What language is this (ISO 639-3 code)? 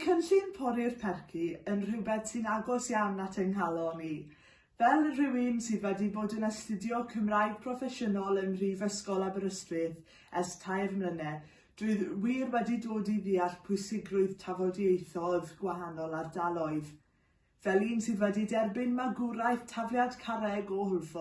cym